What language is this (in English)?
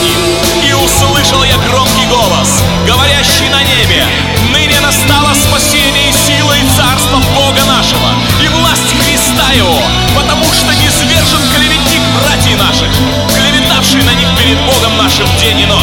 Russian